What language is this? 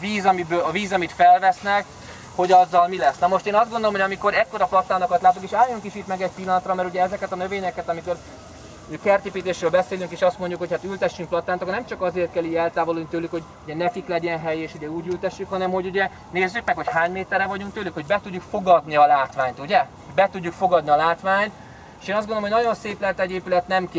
Hungarian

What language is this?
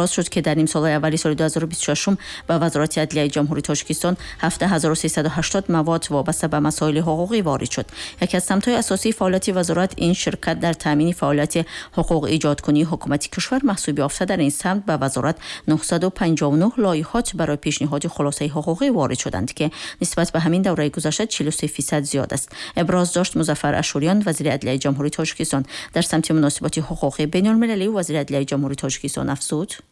Tajik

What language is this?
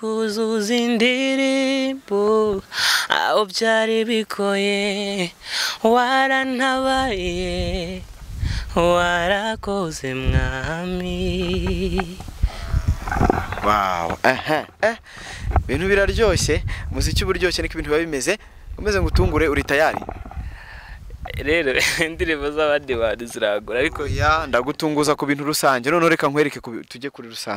Kinyarwanda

